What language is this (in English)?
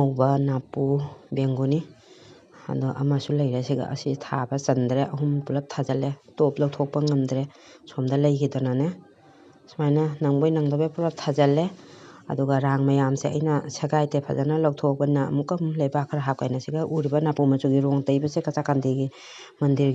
Manipuri